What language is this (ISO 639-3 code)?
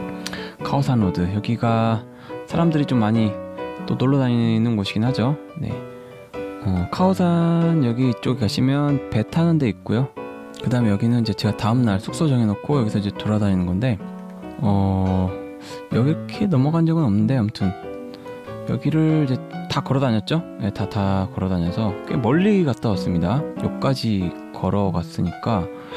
kor